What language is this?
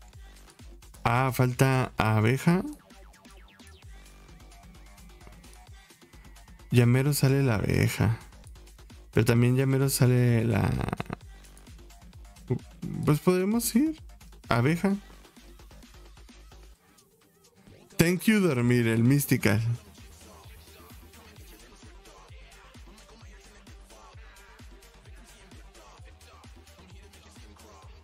Spanish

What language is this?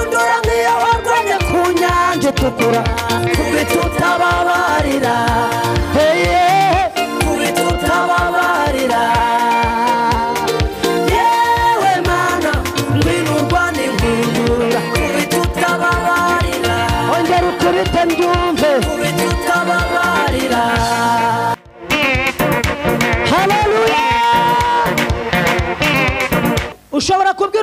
Kinyarwanda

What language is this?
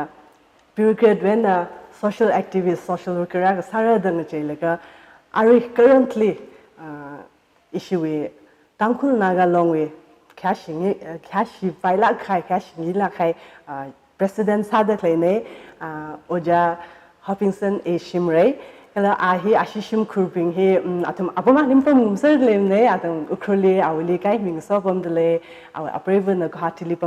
Tangkhul Naga (India)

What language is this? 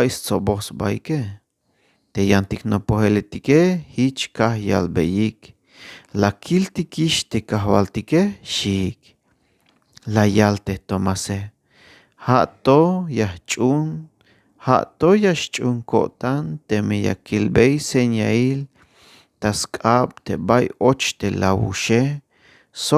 Tzeltal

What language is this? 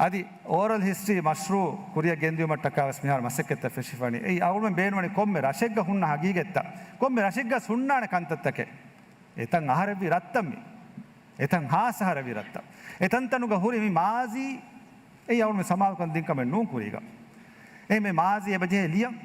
Divehi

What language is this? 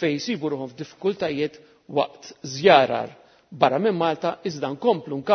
Maltese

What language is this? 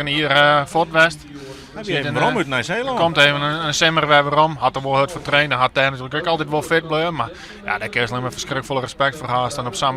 Western Frisian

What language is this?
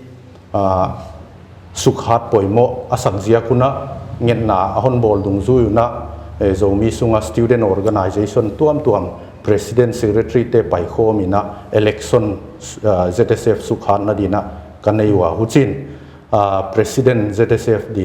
Paite Chin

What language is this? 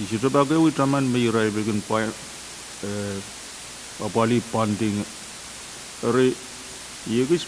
Pohnpeian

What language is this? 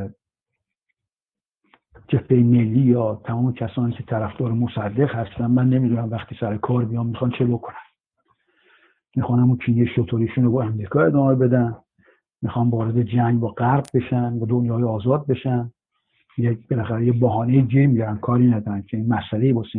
Persian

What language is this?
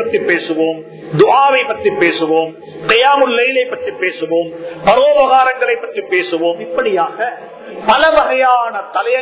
Tamil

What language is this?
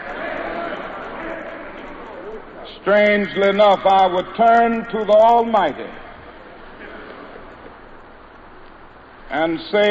English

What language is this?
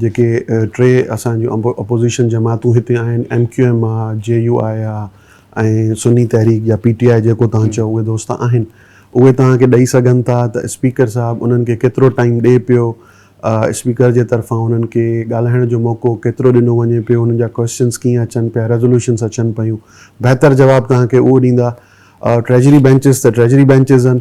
Sindhi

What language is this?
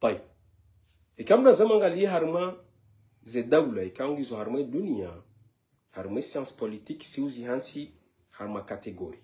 Ngazidja Comorian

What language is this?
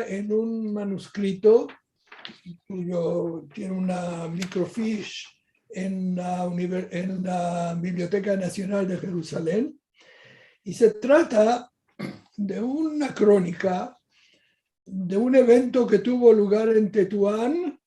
Ladino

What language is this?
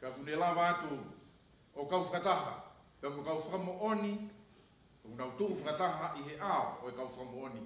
Tongan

